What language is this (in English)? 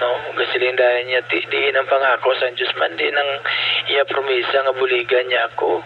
Hiligaynon